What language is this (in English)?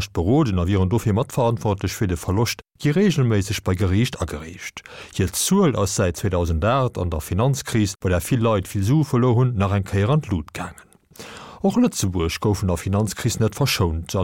Luxembourgish